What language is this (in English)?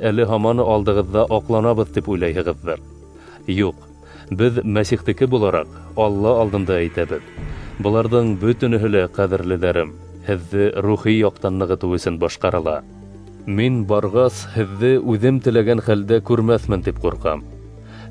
Bashkir